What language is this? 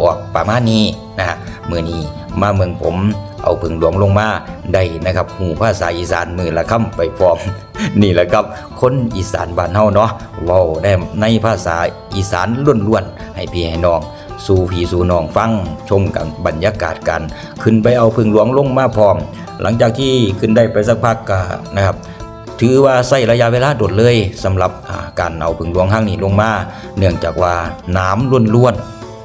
Northeastern Thai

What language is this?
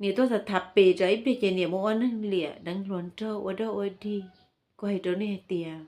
Hmong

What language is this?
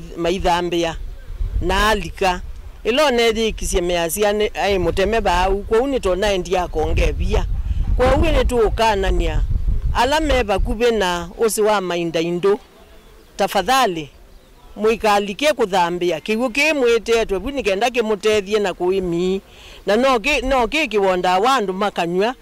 Kamba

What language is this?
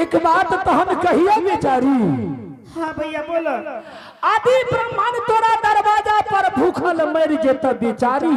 Angika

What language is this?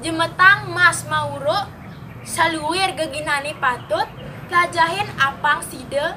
Balinese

